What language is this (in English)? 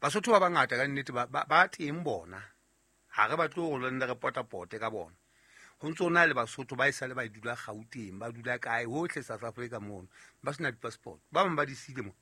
Southern Sotho